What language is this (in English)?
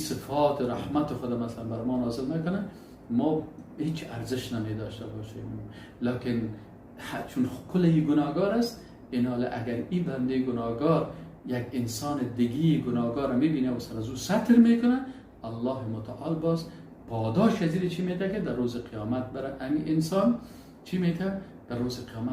Persian